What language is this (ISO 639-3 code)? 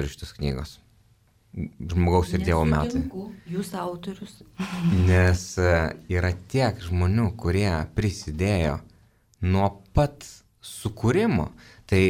lit